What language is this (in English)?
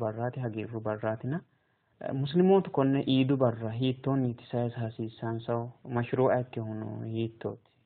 Sidamo